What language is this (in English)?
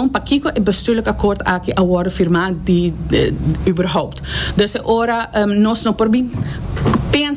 Papiamento